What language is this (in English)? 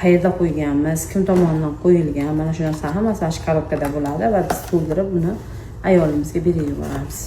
Uzbek